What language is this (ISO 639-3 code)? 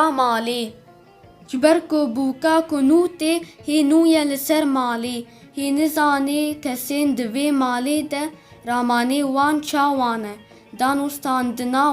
kur